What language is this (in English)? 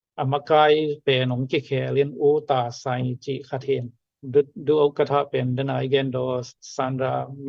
Tedim Chin